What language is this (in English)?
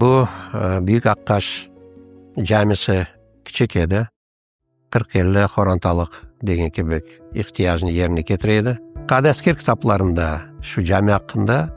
Crimean Tatar